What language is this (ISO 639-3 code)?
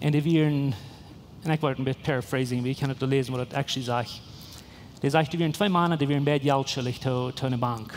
pdt